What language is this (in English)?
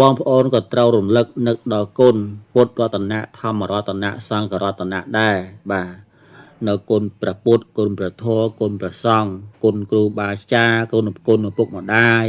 Khmer